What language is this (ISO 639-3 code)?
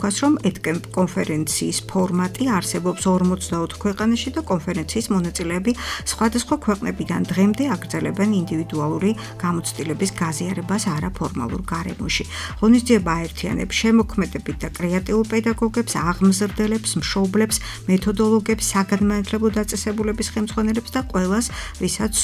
kat